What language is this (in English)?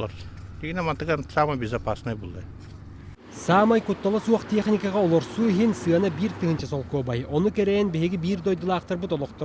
Yakut